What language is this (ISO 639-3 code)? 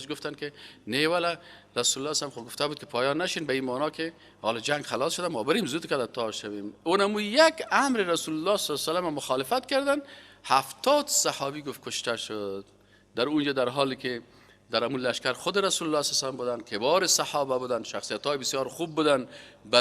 fas